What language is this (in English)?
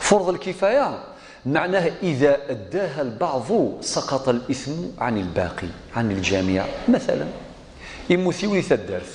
Kabyle